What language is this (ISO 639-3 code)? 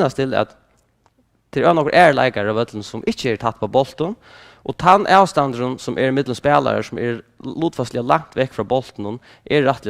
fao